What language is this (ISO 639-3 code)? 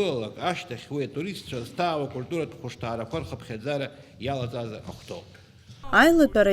abk